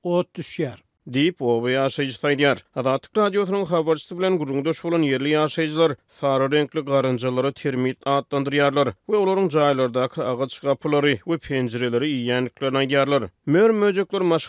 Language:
Turkmen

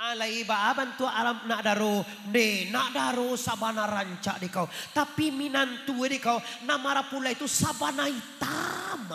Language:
Minangkabau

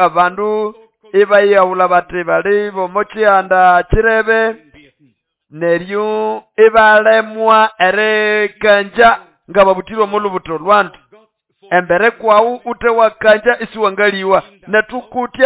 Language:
Nande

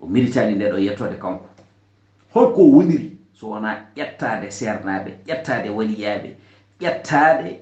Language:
Fula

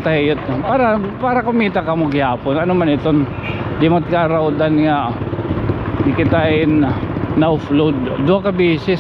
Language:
Waray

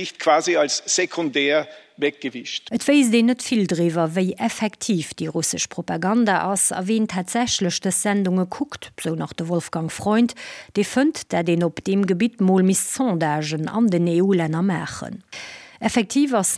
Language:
Luxembourgish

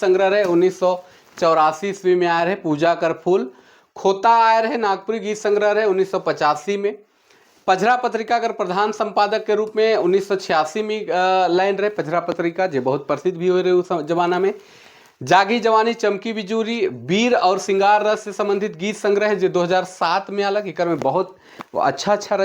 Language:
Sadri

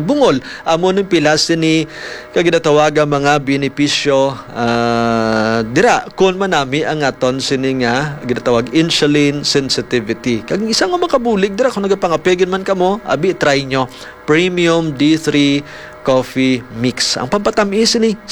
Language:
Hiligaynon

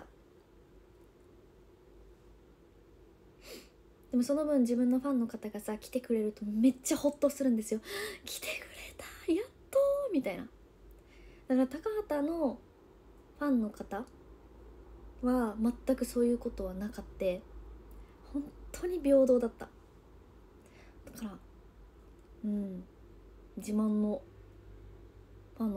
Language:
Japanese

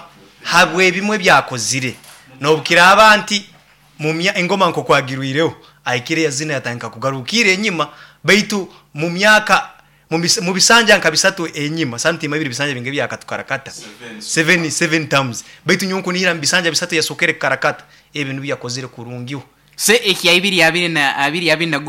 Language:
Nyoro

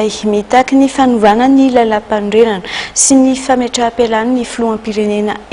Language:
Malagasy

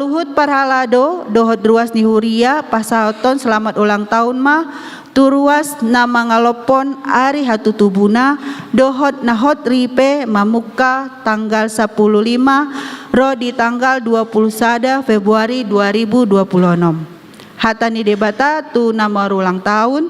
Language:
Batak Toba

